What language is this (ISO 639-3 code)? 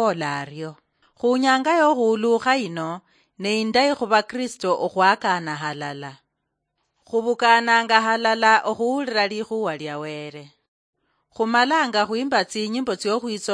luy